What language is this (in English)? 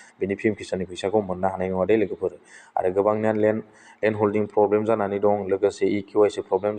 Bodo